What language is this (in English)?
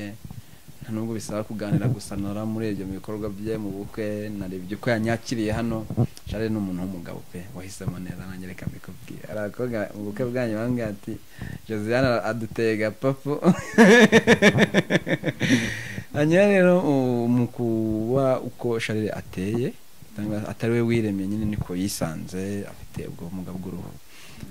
Kinyarwanda